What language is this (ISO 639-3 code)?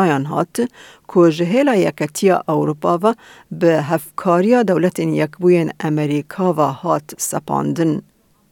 kur